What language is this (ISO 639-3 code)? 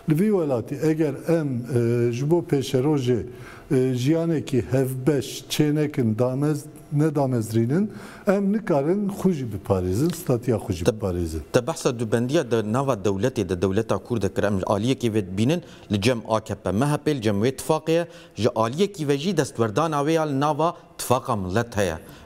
kur